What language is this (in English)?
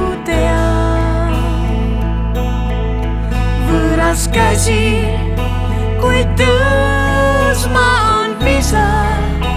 Estonian